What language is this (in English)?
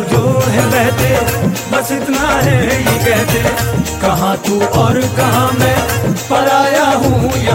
Hindi